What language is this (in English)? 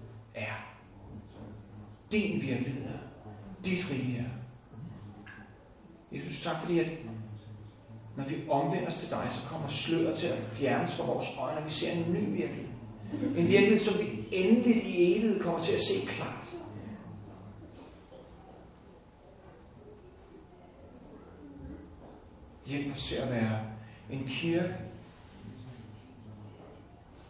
Danish